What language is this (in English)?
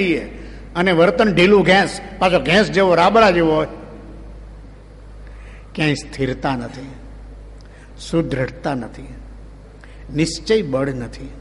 Gujarati